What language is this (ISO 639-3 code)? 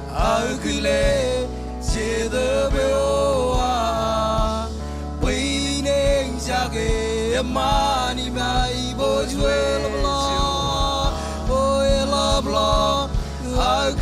mah